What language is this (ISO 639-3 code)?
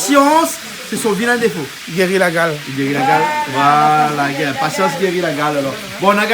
rcf